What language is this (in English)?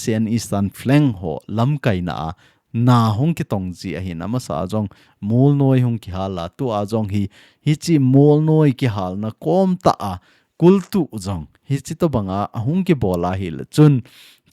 Thado Chin